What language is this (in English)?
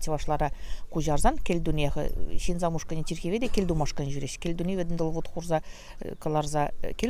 Chuvash